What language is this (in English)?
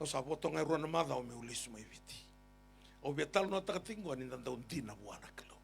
Fijian